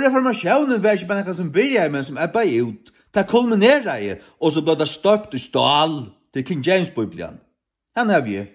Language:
Faroese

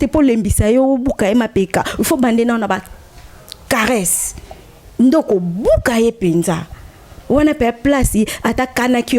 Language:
Lingala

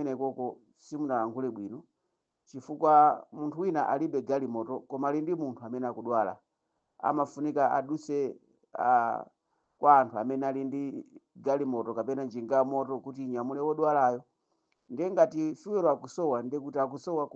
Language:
Nyanja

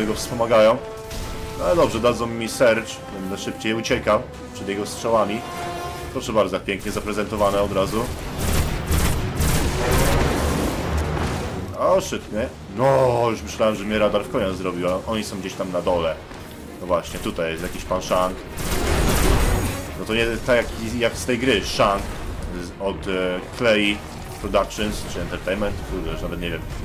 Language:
Polish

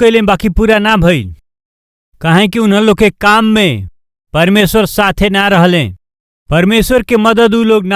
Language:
Bhojpuri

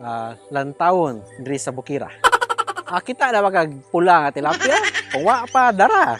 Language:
Cebuano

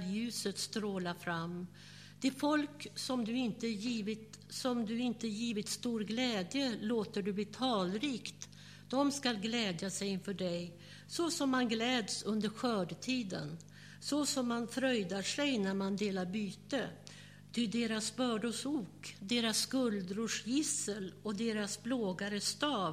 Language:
Swedish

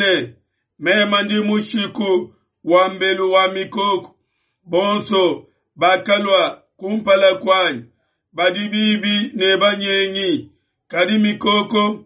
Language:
Luba-Lulua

